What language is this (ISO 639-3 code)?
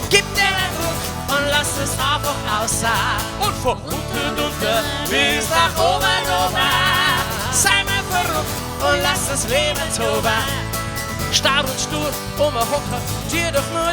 bar